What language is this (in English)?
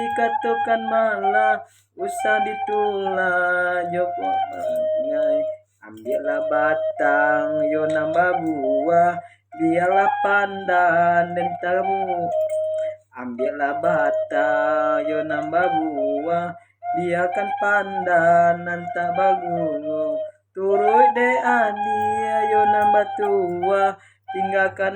Minangkabau